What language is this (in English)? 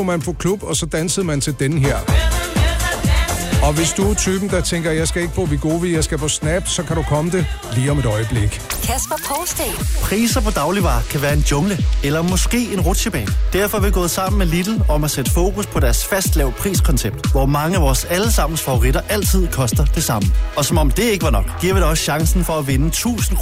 Danish